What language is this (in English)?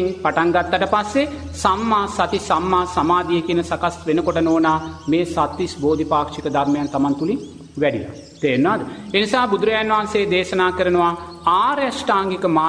Sinhala